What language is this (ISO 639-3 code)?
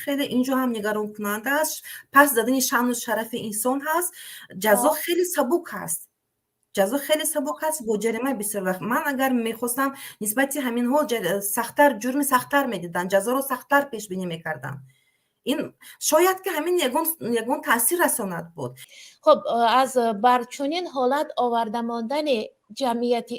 tgk